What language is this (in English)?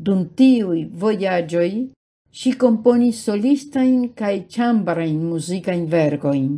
Esperanto